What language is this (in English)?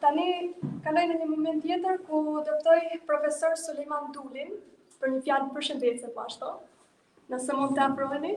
Albanian